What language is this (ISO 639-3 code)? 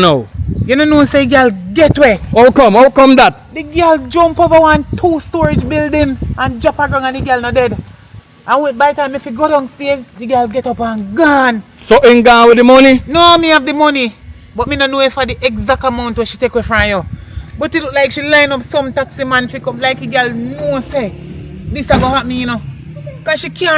jam